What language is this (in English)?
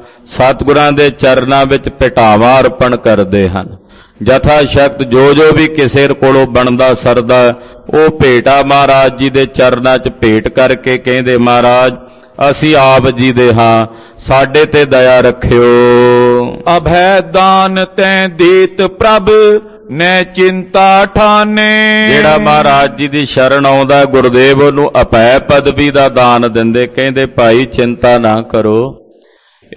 Punjabi